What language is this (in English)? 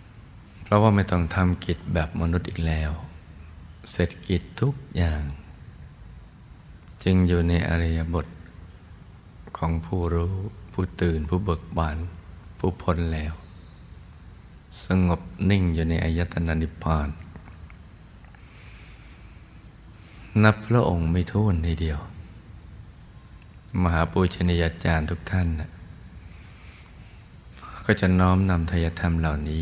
Thai